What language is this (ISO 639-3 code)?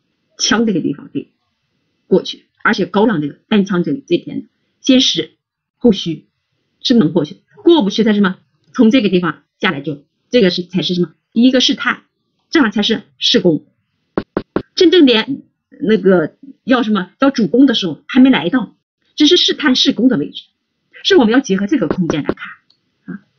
zho